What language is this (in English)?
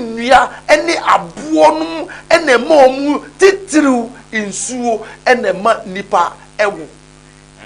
Akan